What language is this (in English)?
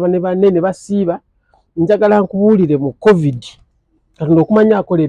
Ganda